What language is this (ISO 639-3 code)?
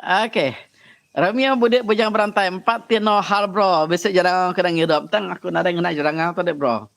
iba